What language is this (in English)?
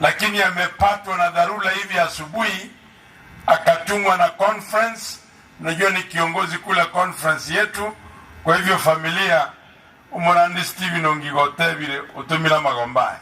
Gusii